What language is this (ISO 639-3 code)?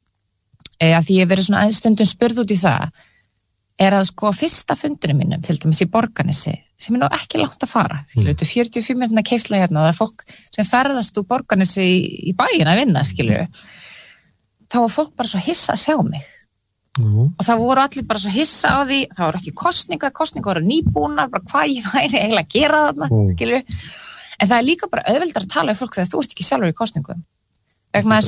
isl